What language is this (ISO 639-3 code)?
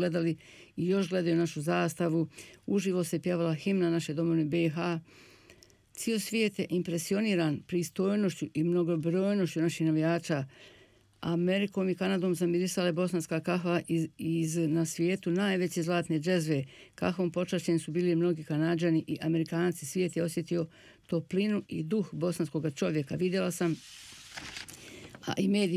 bos